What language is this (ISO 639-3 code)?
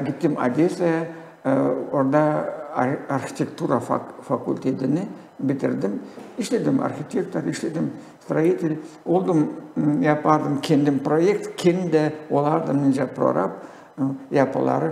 gag